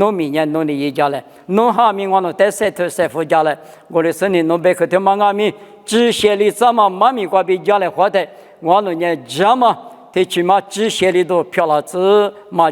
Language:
Lisu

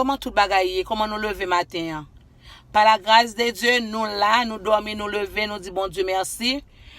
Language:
Haitian Creole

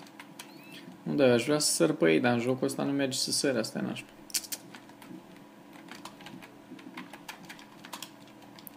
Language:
Romanian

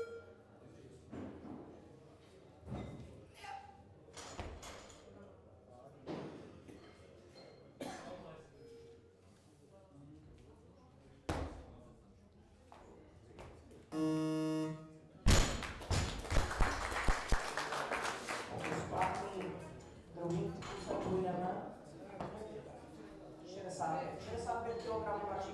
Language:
Czech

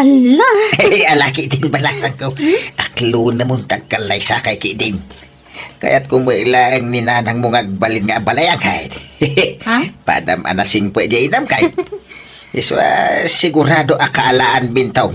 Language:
Iloko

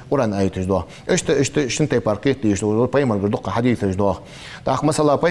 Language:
Ingush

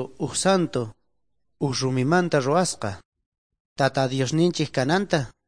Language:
South Bolivian Quechua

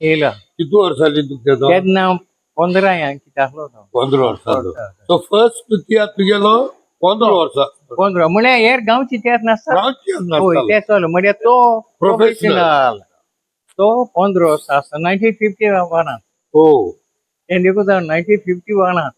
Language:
Konkani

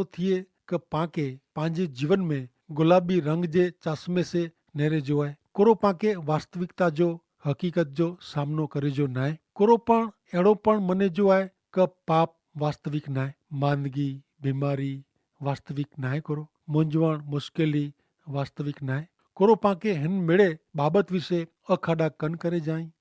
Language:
Kachhi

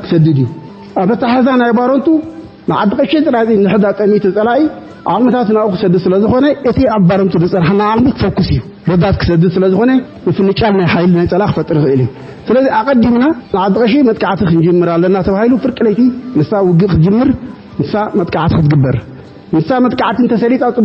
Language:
Tigrinya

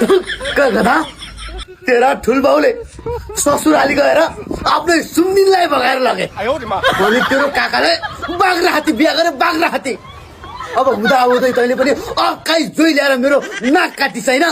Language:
Nepali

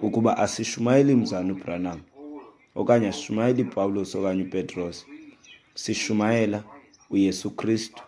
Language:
Xhosa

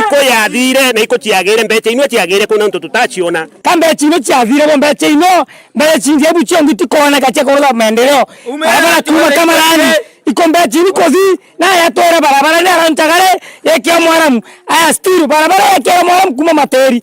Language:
Meru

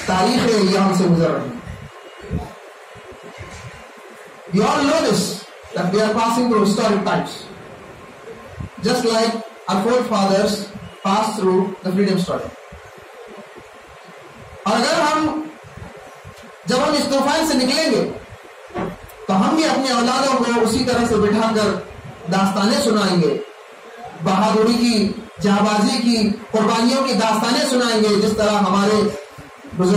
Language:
Urdu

